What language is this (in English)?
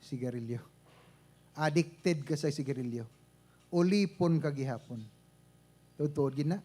Hiligaynon